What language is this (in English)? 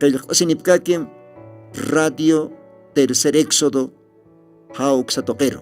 Aymara